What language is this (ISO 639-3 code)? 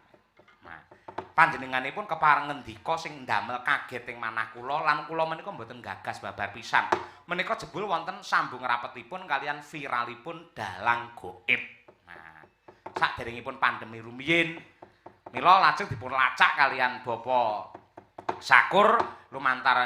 jav